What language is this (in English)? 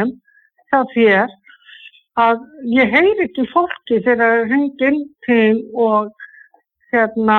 Icelandic